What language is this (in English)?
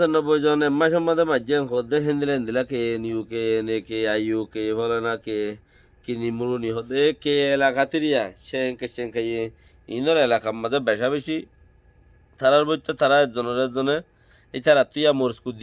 Rohingya